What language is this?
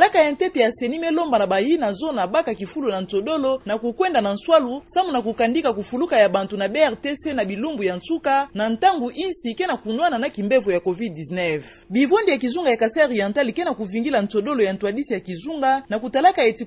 Kituba (Democratic Republic of Congo)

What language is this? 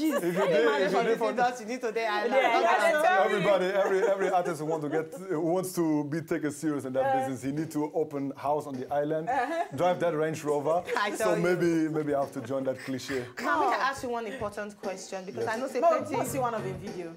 Nigerian Pidgin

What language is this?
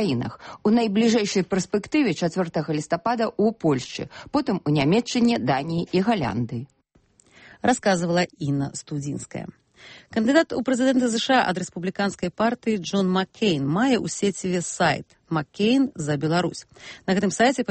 Belarusian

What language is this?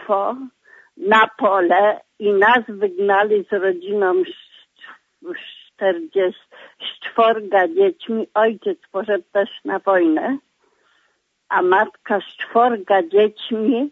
Polish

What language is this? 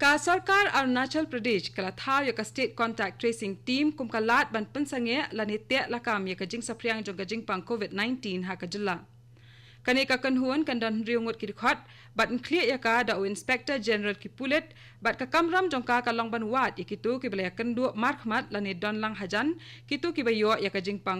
Khasi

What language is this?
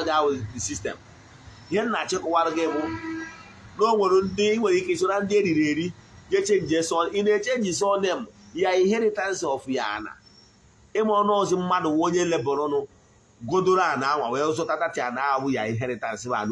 Igbo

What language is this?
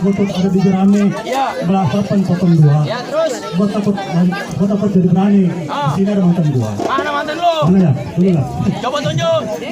Betawi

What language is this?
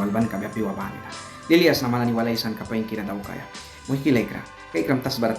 Mískito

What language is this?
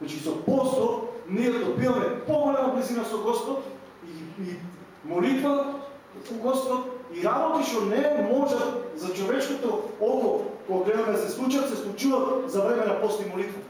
Macedonian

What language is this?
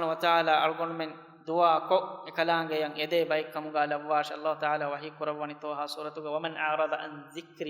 Divehi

